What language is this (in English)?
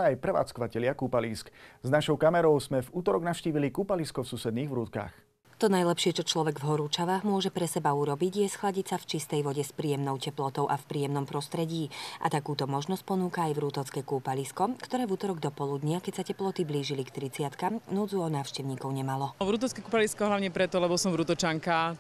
Slovak